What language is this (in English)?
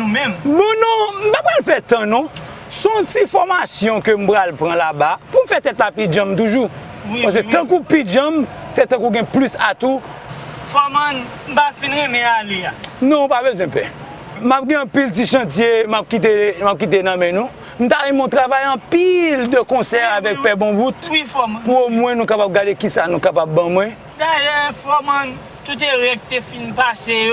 Haitian Creole